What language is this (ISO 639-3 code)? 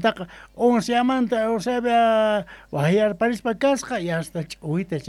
que